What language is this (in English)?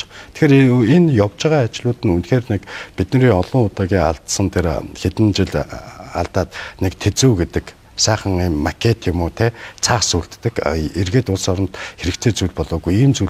Mongolian